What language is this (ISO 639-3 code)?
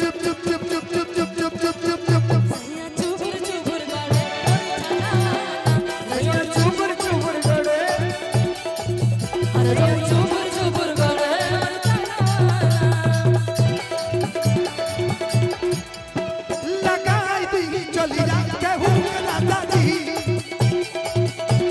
bho